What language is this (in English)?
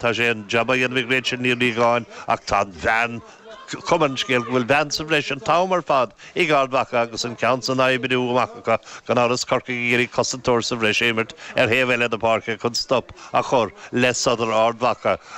Irish